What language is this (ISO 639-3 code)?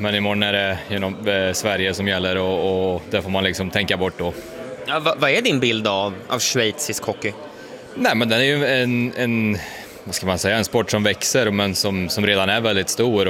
swe